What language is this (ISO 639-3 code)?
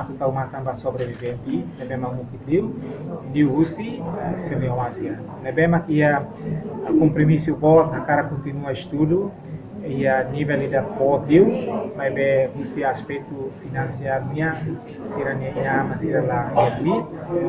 tet